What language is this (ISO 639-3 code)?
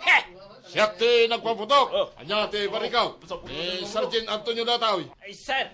ilo